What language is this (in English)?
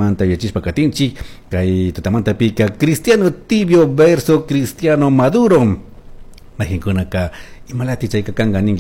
Chimborazo Highland Quichua